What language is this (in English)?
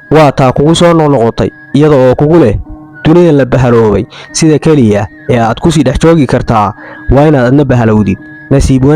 Somali